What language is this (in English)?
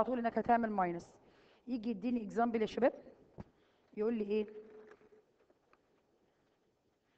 Egyptian Arabic